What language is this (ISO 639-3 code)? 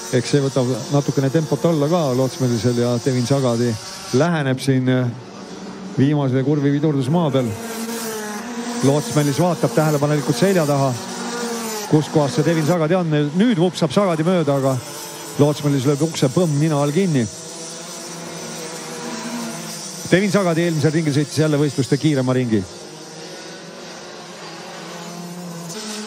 est